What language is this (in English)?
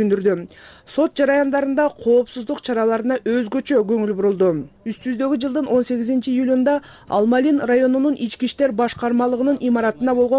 Kyrgyz